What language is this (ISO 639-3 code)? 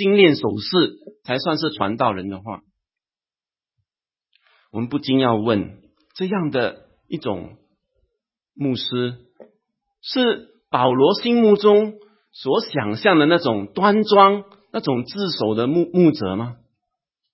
zho